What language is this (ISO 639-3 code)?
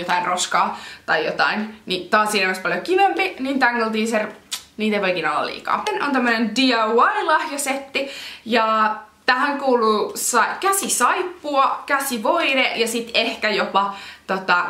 fin